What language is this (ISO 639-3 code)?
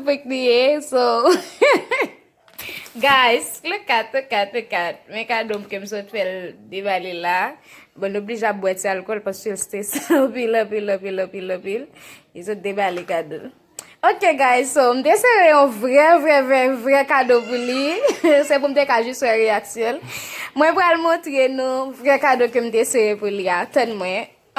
hat